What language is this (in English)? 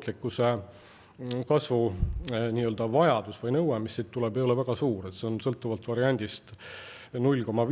Estonian